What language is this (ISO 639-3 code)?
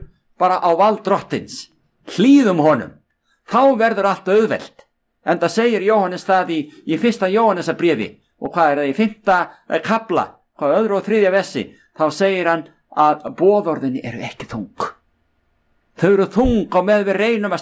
isl